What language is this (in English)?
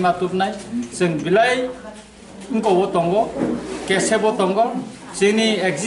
Kok Borok